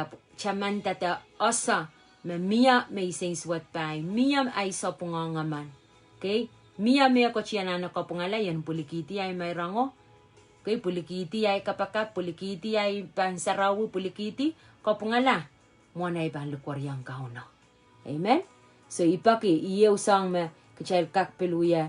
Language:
Pohnpeian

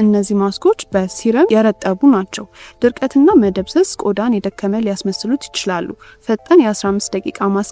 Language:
Amharic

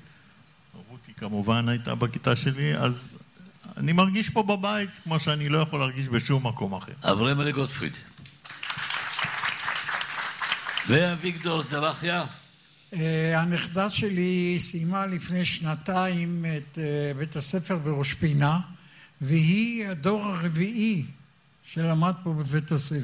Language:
Hebrew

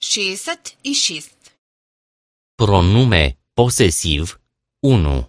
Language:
Macedonian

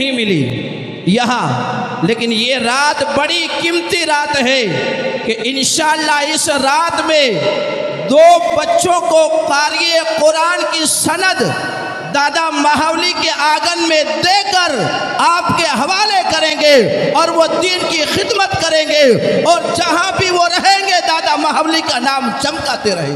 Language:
Hindi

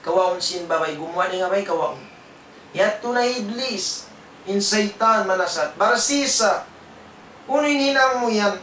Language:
Tausug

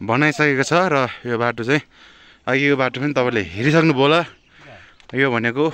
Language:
Nepali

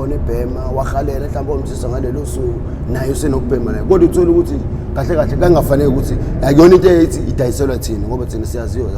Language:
Zulu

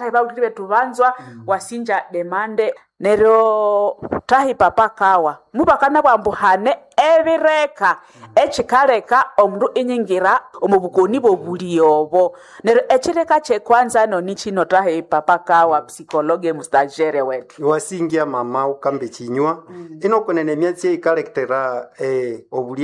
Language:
Nande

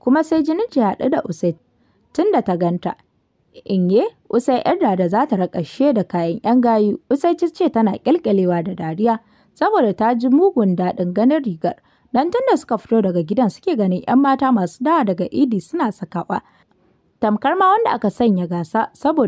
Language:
Hausa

